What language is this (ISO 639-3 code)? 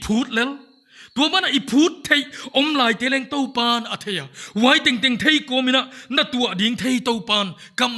pck